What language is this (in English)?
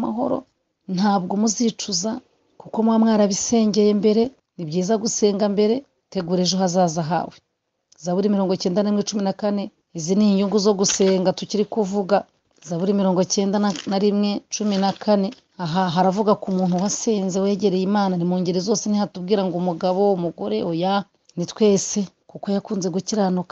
Kinyarwanda